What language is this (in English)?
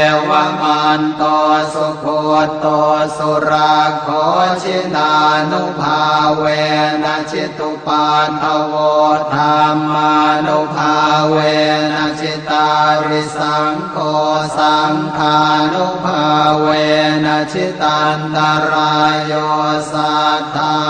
Pali